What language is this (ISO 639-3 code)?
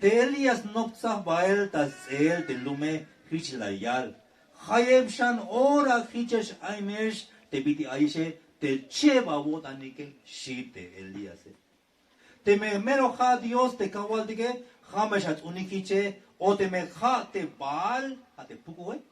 tzh